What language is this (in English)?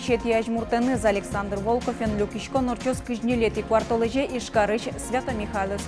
Udmurt